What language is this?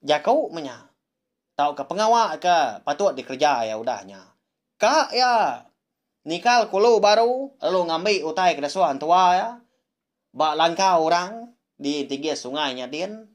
Iban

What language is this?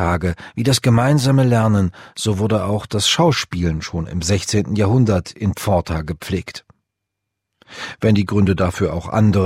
German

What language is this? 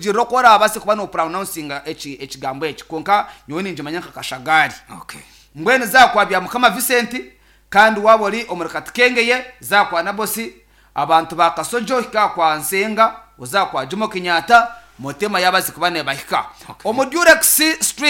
Nyankole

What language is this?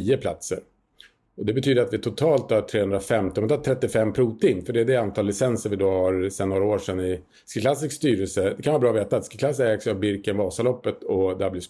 Swedish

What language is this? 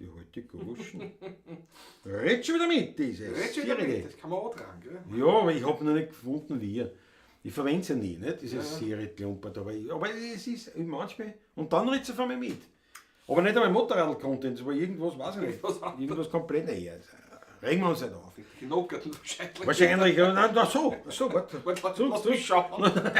Bavarian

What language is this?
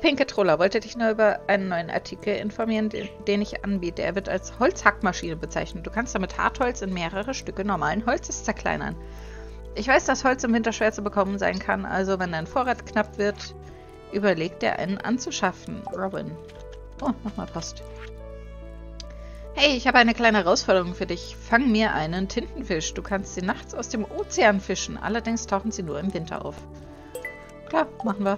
German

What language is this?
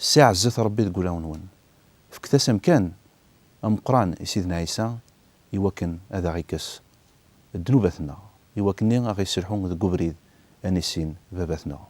Kabyle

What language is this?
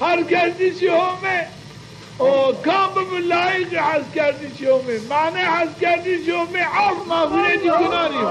Zaza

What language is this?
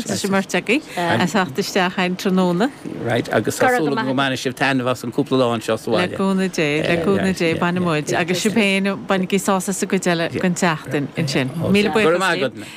Irish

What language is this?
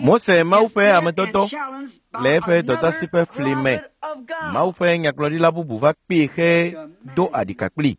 Ewe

